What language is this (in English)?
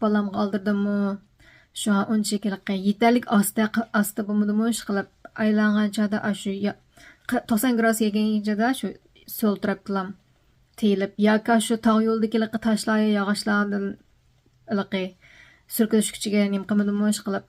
Uyghur